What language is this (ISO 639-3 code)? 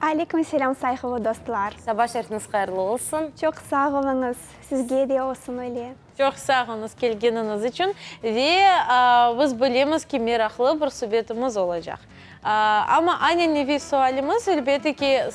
crh